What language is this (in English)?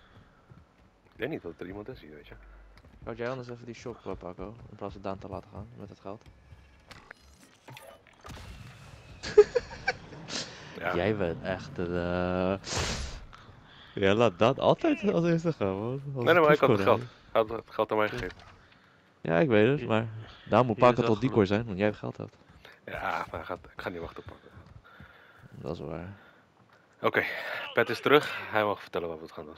Dutch